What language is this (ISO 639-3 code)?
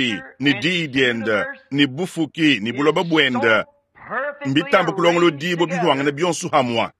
lua